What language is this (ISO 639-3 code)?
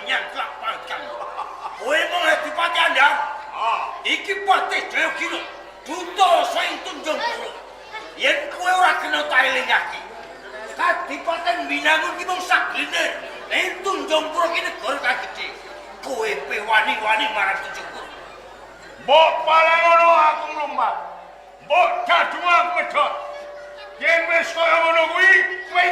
jav